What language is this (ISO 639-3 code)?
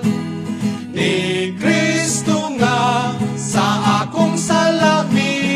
ceb